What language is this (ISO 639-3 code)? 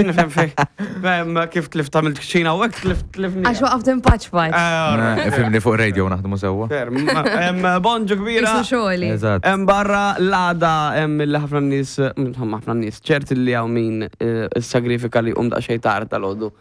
mlt